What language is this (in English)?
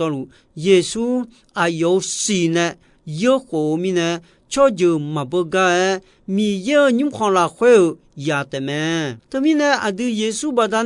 Akha